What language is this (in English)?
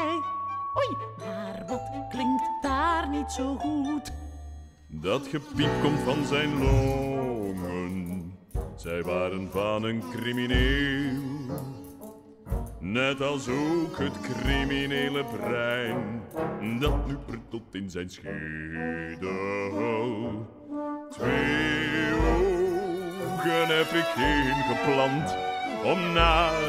Dutch